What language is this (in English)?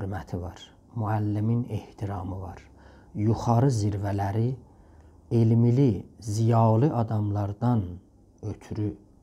South Azerbaijani